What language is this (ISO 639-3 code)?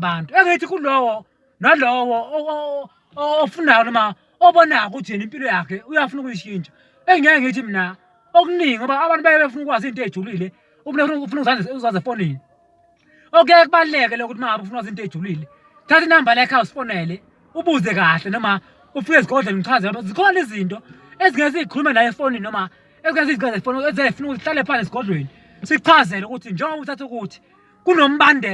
zul